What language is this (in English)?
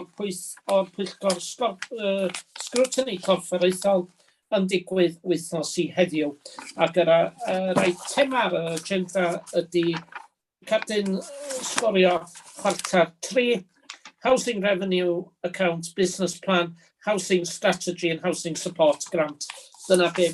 Welsh